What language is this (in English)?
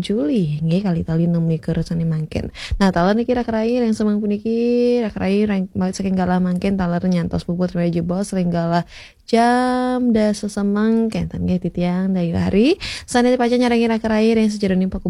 Balinese